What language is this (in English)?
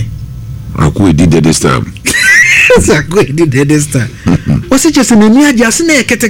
Akan